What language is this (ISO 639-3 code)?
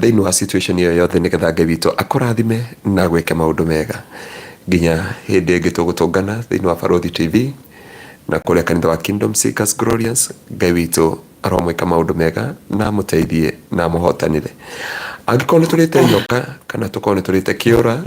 kik